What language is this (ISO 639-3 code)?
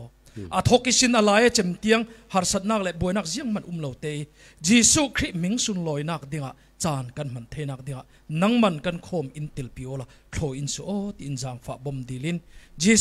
cfm